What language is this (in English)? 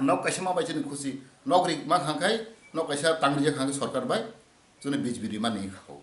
Kok Borok